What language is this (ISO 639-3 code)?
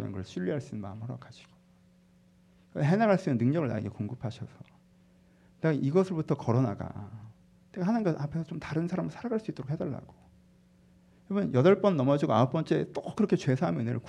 kor